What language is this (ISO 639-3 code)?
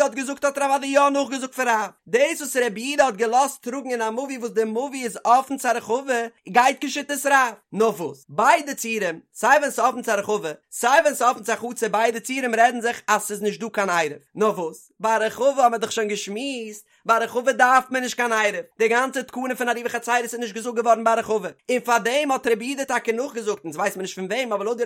yid